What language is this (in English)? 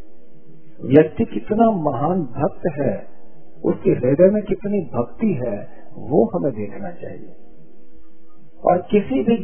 Hindi